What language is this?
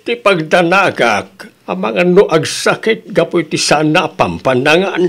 Iloko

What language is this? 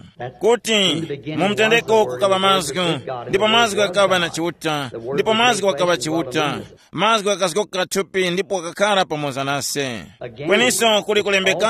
Tumbuka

